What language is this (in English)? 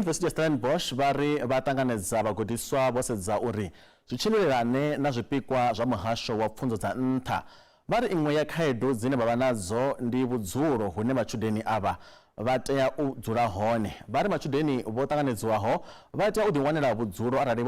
Venda